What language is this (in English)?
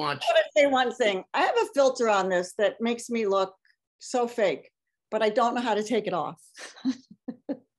English